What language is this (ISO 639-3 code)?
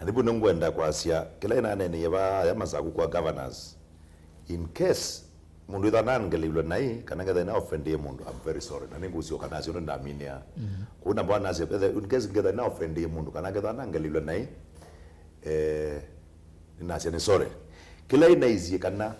kam